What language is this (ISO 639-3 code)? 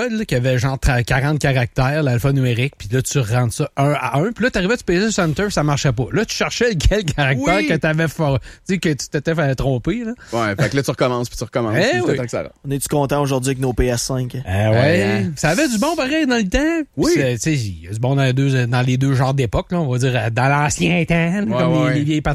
fra